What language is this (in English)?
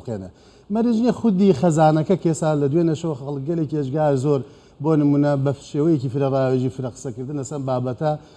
Central Kurdish